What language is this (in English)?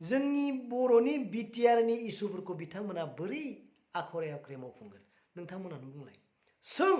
Bodo